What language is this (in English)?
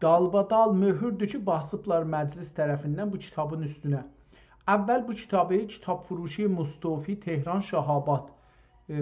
South Azerbaijani